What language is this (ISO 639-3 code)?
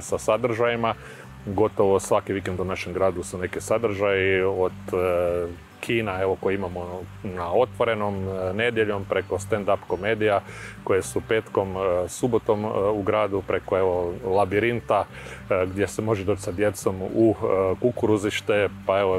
hrv